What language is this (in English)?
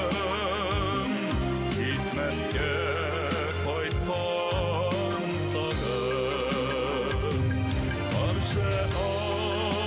Bashkir